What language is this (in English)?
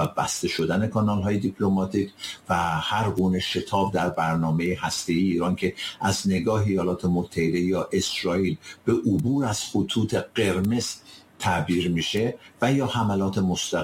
Persian